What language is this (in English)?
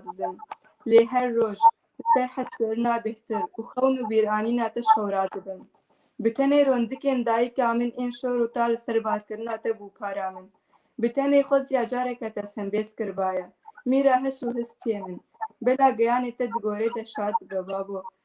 Kurdish